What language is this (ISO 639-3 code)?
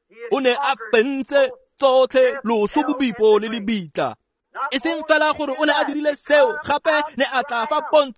tsn